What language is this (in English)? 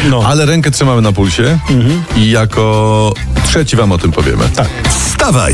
Polish